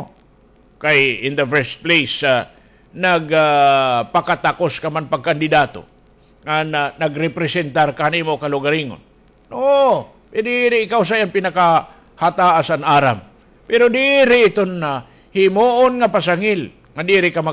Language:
Waray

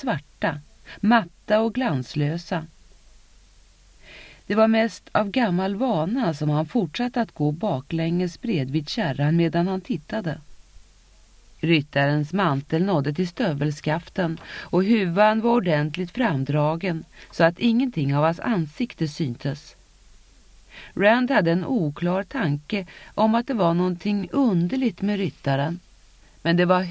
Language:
Swedish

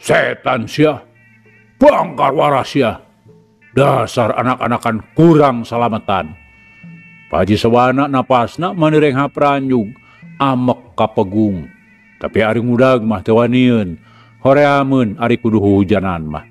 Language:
Sundanese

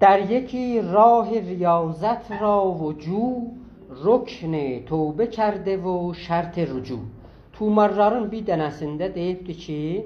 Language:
South Azerbaijani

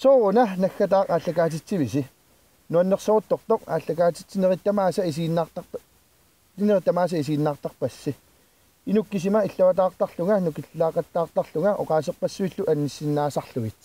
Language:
Kalaallisut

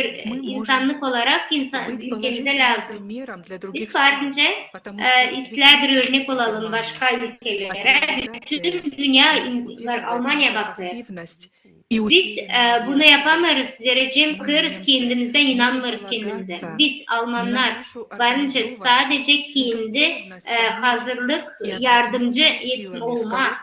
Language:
Gagauz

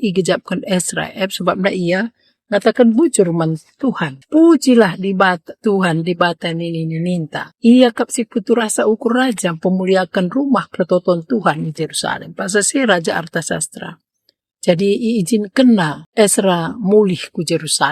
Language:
Batak Karo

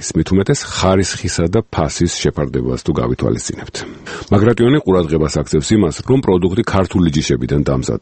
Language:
Georgian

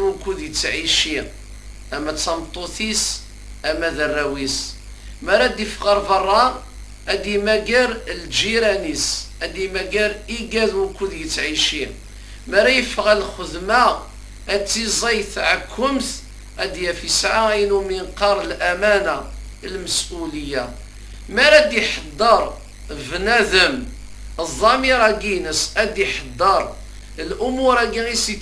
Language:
Kabyle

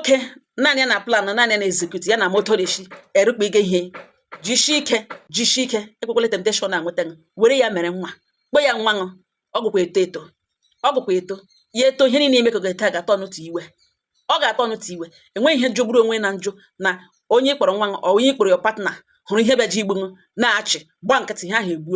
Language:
Igbo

